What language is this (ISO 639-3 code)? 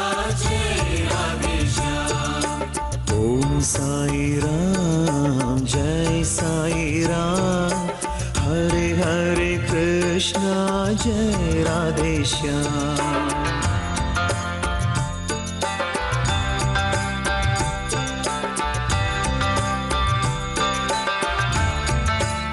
kan